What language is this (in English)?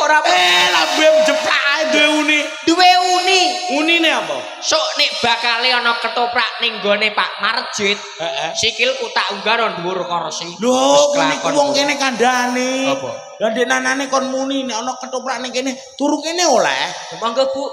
Javanese